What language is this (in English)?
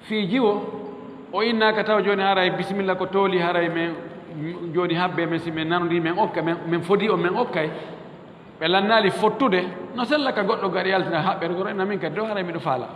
Fula